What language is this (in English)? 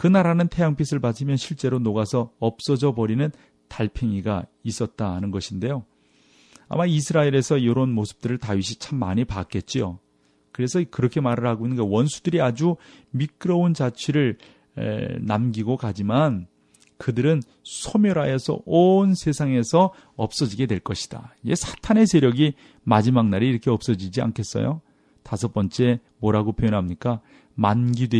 Korean